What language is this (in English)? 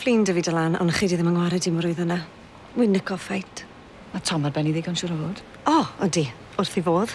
Welsh